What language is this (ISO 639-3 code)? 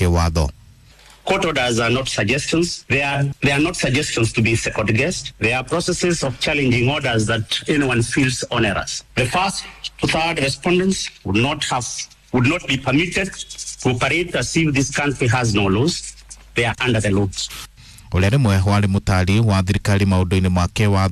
kik